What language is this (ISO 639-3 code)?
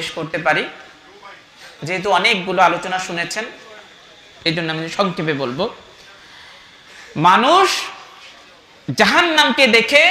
ben